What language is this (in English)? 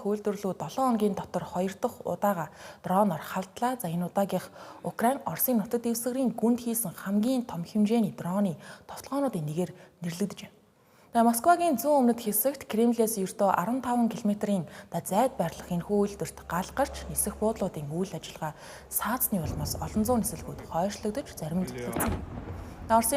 Mongolian